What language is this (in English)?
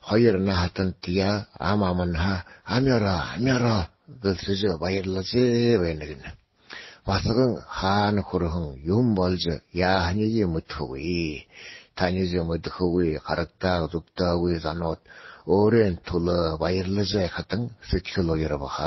Buriat